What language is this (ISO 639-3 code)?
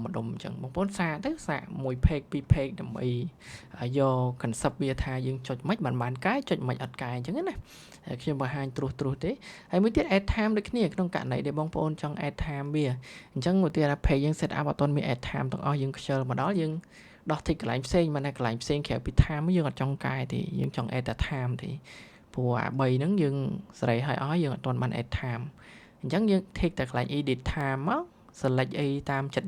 khm